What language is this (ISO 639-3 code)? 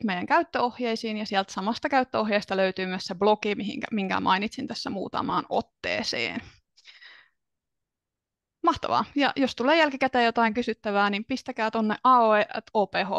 fin